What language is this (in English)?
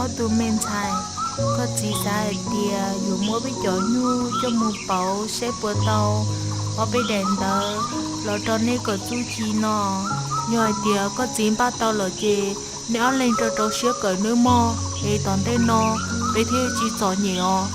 Hmong